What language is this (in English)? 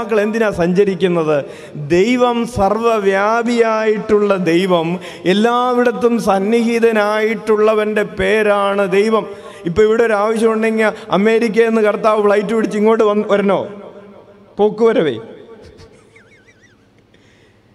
Malayalam